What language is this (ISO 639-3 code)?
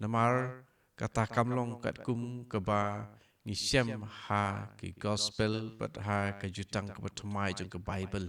kha